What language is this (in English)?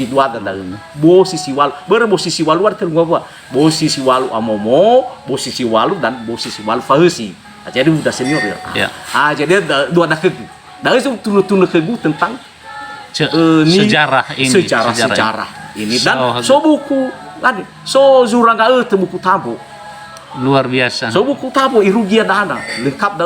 Nias